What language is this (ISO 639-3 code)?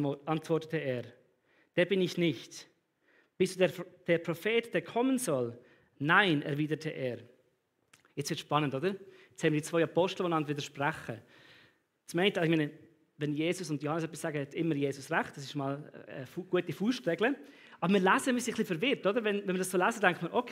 gsw